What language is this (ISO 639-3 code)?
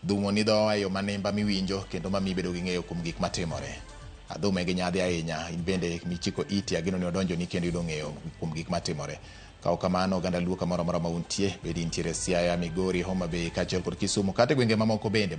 luo